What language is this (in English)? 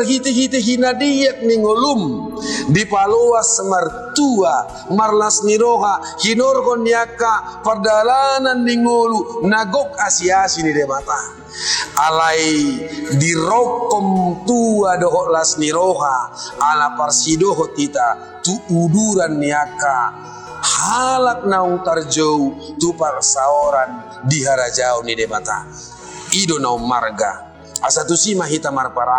Batak Toba